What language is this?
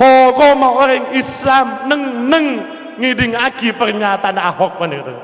Madurese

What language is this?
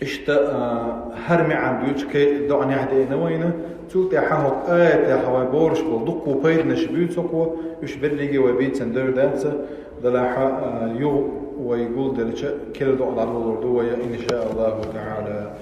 Chechen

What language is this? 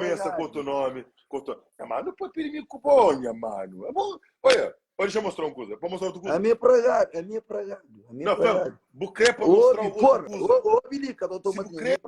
Kabuverdianu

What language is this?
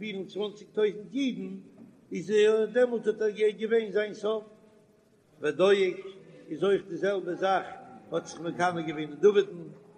Yiddish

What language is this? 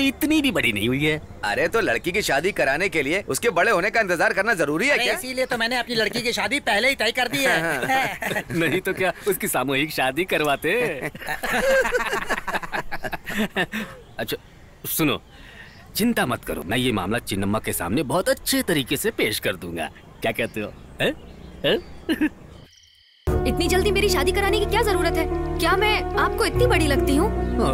Hindi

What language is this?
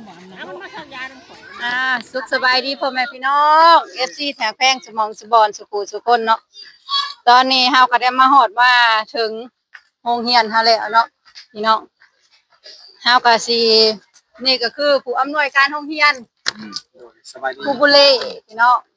Lao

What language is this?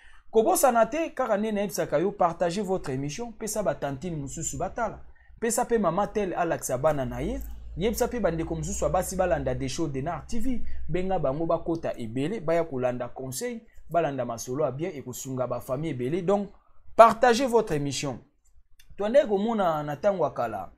Lingala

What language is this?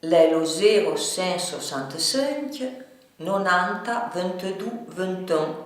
Arpitan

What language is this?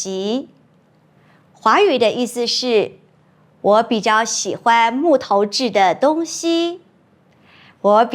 Hakka Chinese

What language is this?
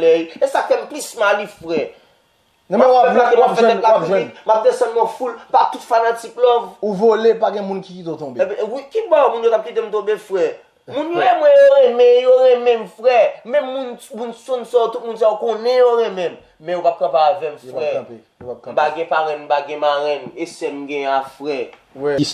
Haitian Creole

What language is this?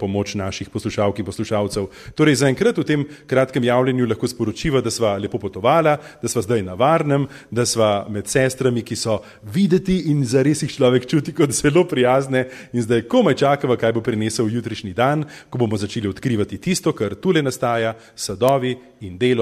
Slovenian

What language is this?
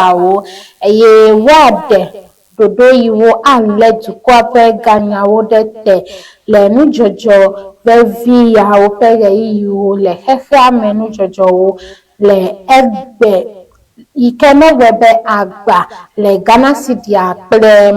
Ewe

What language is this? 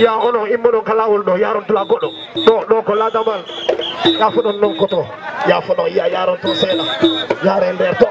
Fula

